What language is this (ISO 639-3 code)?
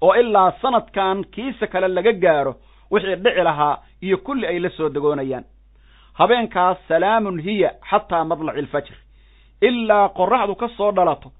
som